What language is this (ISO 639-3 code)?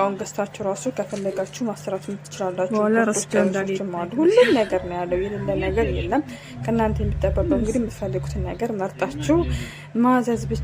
amh